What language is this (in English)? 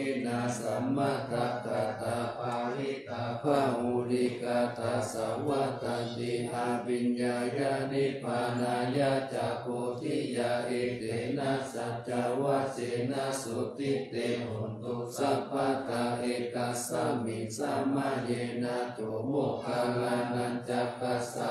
Pali